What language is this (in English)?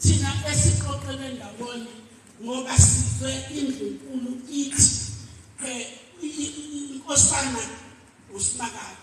Zulu